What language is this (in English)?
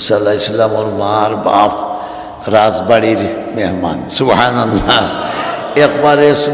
Sylheti